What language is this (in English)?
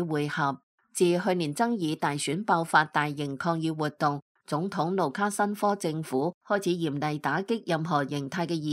Cantonese